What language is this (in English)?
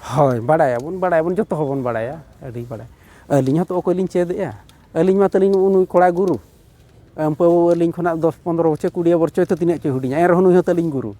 Santali